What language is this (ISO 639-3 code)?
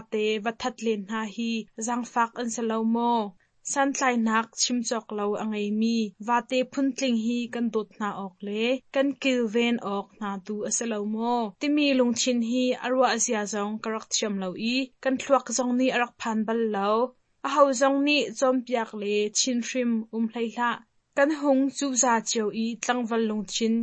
cnh